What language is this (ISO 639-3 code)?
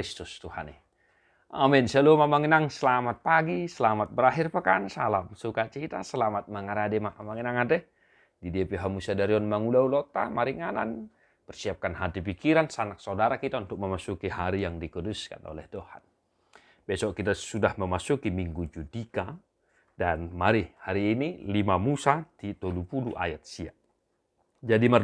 bbc